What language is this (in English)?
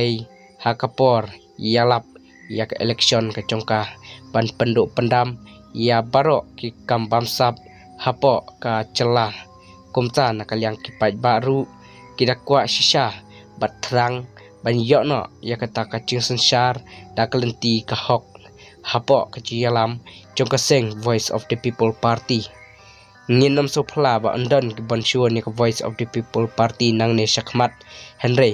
Khasi